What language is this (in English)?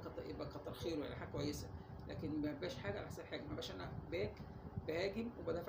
Egyptian Arabic